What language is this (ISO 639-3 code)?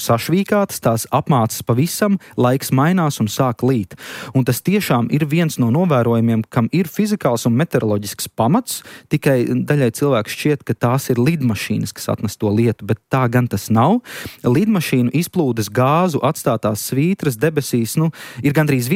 lav